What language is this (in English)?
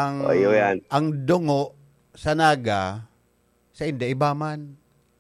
Bikol